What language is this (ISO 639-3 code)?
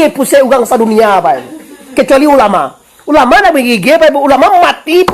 min